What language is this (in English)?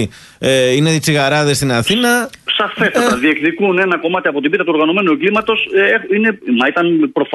Greek